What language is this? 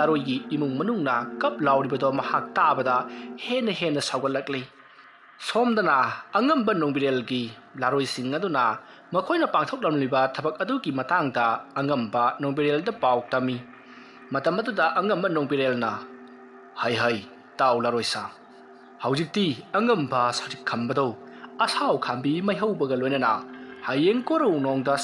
Manipuri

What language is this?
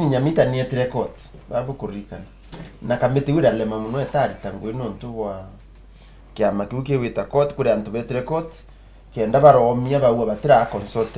Meru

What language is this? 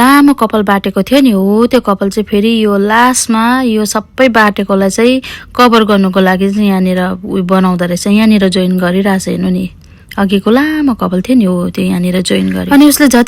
Nepali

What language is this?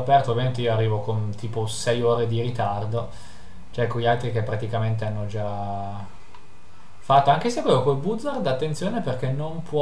Italian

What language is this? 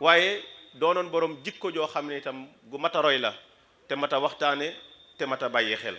Wolof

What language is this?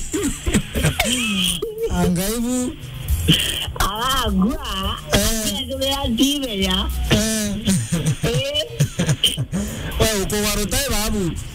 Swahili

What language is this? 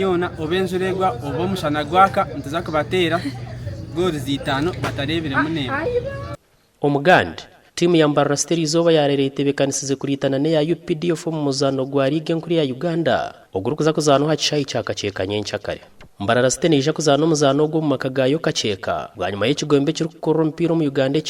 Nyankole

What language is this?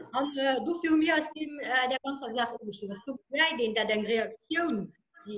Luxembourgish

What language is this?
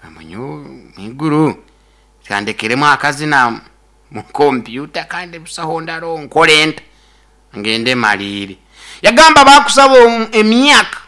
Nyoro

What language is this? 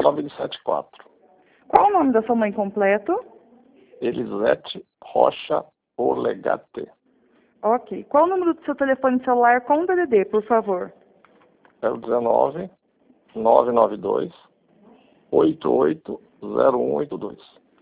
Portuguese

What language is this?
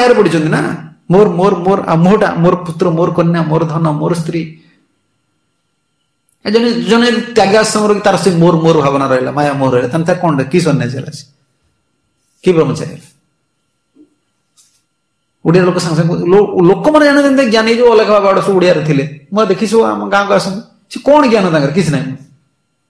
Odia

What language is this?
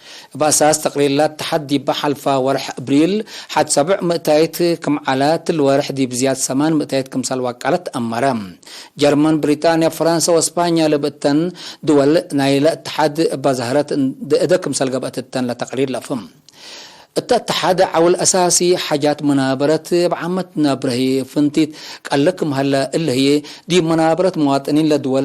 Tigre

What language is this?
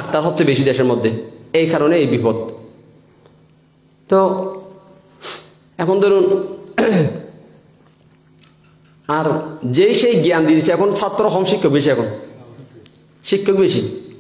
Bangla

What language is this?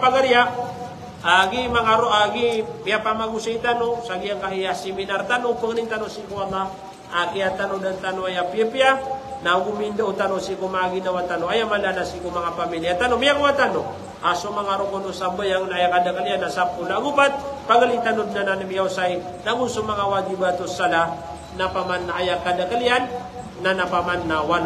Maranao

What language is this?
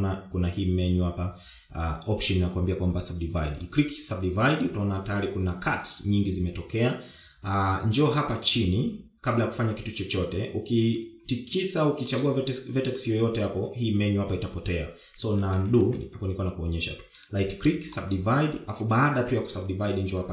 Swahili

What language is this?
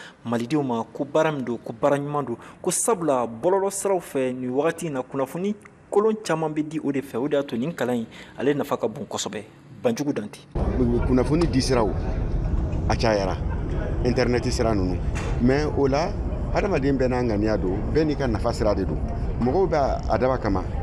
Bambara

